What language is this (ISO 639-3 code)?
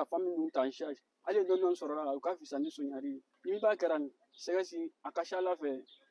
bam